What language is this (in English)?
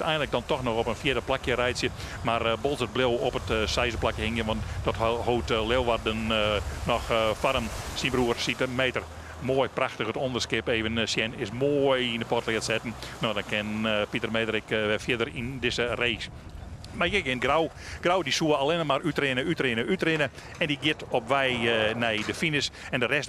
Western Frisian